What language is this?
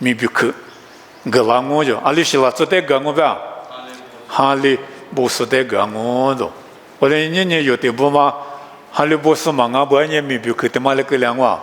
Lisu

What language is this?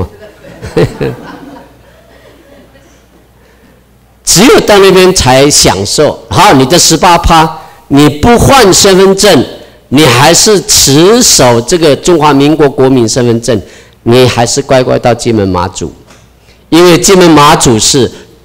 Chinese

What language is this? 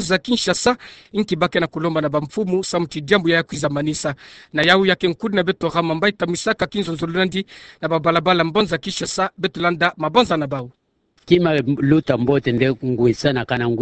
Kituba (Democratic Republic of Congo)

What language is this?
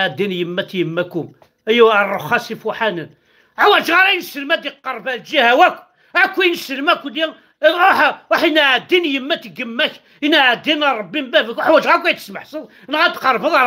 Kabyle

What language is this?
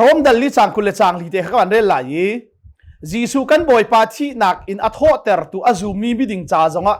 Hakha Chin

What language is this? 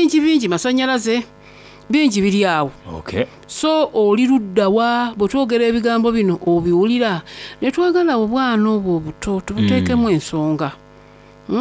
Soga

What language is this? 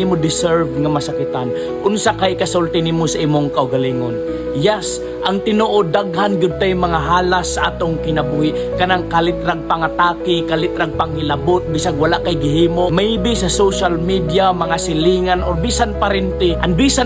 Cebuano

